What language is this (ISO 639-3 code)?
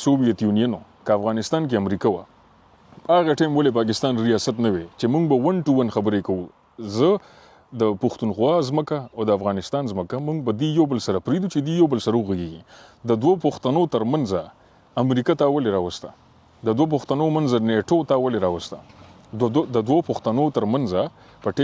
pus